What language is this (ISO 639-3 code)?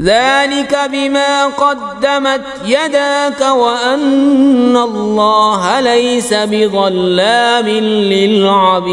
kas